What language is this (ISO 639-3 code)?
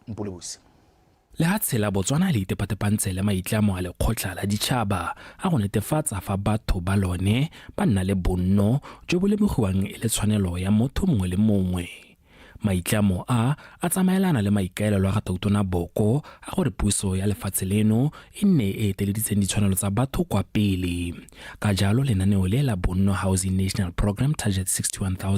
tsn